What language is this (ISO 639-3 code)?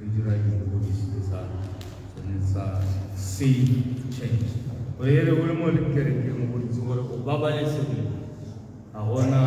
tsn